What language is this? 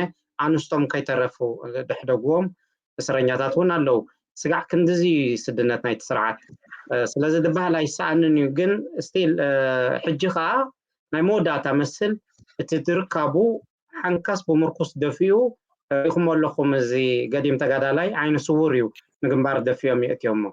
Tigrinya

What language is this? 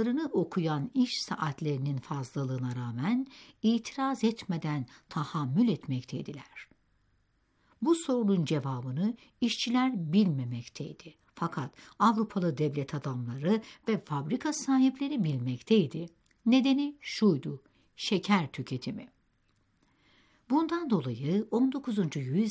Turkish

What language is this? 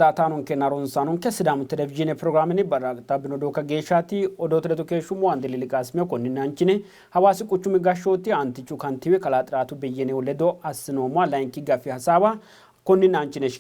Sidamo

